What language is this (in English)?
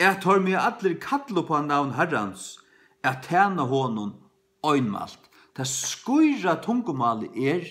Faroese